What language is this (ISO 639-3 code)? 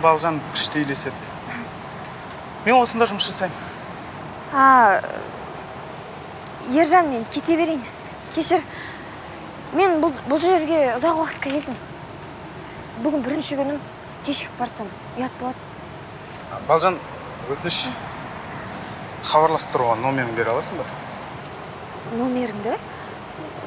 kaz